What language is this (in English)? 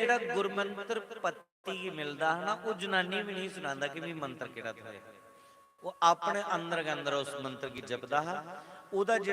Dogri